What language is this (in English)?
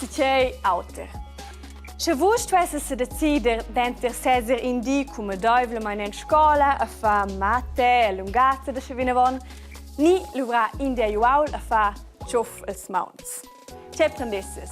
Romansh